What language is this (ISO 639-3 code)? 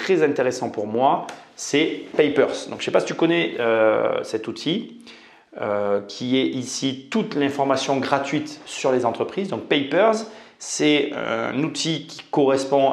fra